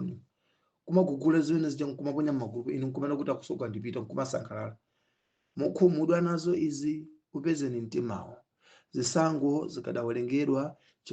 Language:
Nyanja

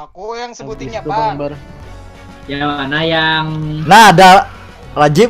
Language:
Banjar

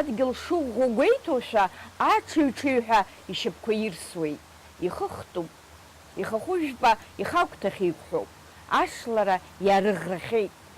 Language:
Abkhazian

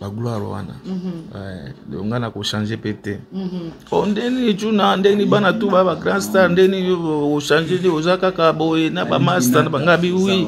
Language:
Lingala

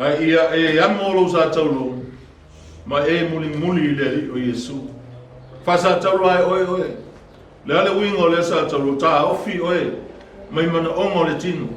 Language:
Samoan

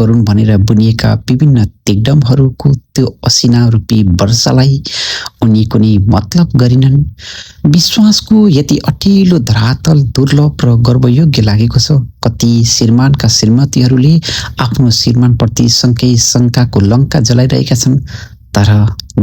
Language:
Nepali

